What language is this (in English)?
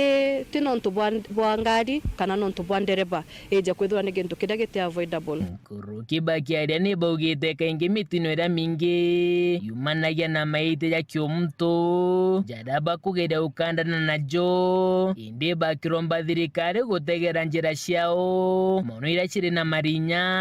Meru